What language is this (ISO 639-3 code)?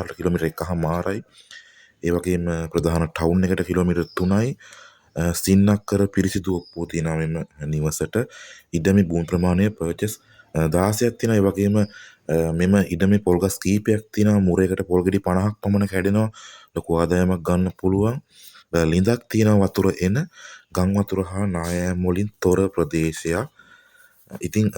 sin